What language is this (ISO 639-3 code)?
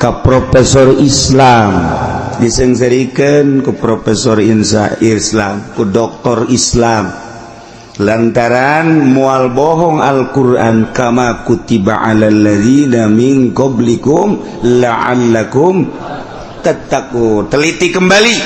sun